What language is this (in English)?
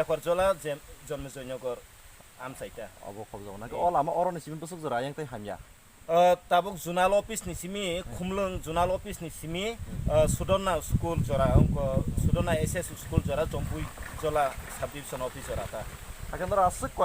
Kok Borok